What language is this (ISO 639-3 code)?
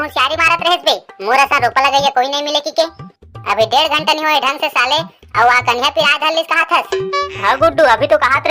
hne